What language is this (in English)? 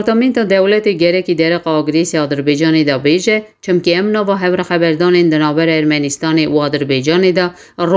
Kurdish